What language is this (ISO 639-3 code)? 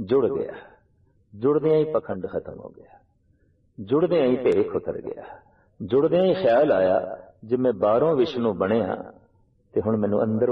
pan